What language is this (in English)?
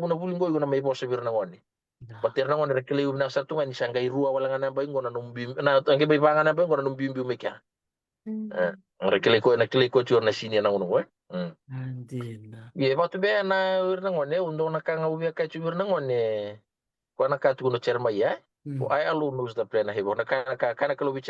Fijian